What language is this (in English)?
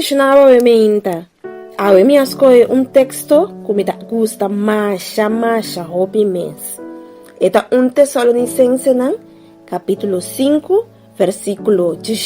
Papiamento